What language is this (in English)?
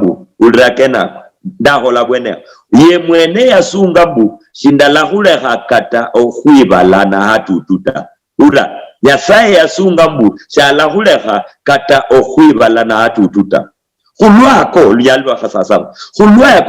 Luyia